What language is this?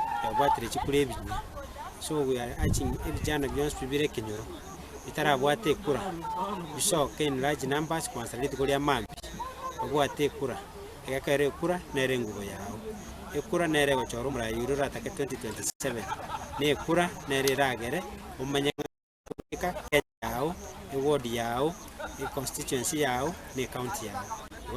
Gusii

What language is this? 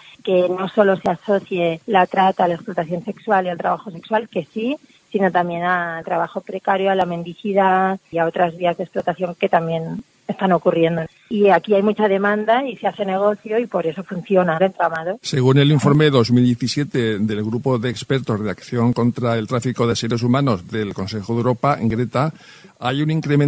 Spanish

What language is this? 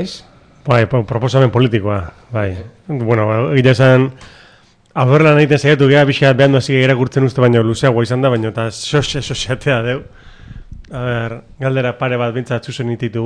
Basque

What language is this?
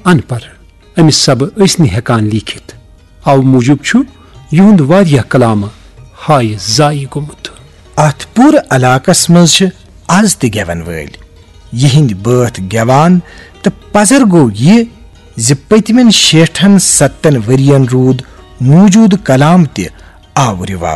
Kashmiri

